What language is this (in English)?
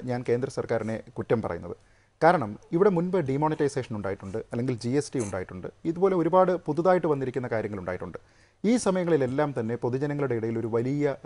Malayalam